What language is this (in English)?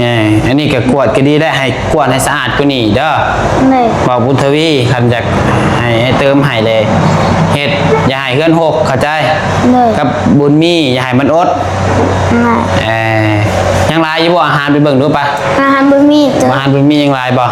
Northeastern Thai